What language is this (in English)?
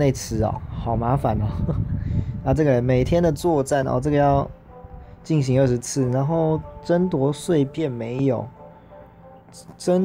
Chinese